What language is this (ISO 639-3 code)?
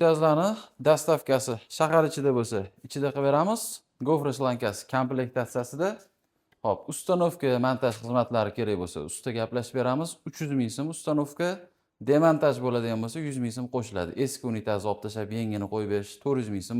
uzb